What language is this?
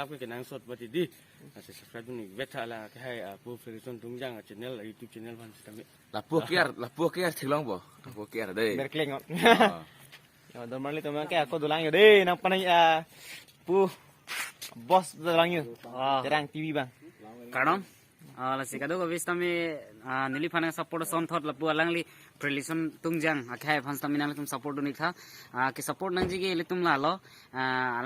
Karbi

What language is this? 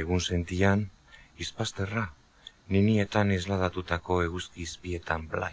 Basque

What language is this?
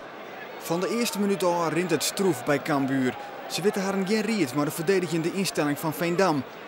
Western Frisian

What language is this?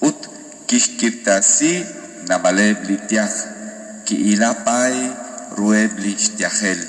Kekchí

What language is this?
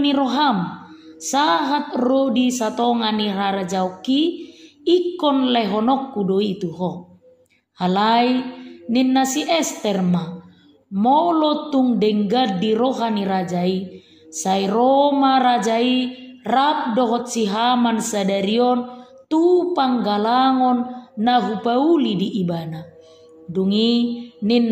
Batak Toba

